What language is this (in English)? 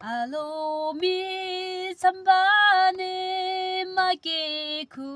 Yimchungru Naga